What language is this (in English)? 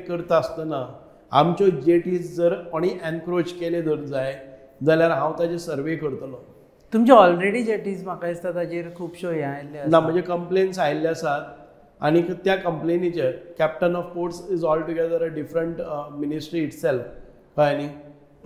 Konkani